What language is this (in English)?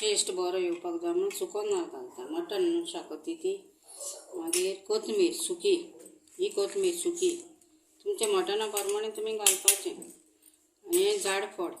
Konkani